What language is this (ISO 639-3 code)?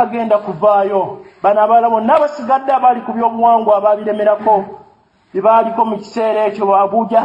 lug